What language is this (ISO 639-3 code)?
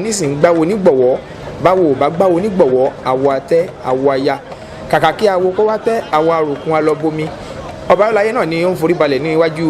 yor